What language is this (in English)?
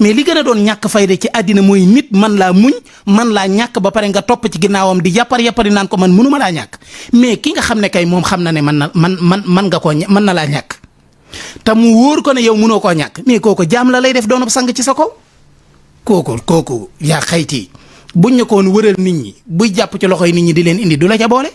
Wolof